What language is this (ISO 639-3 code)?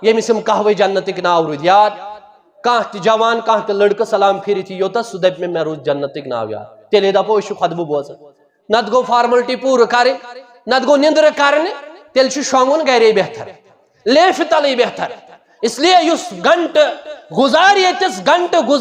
kas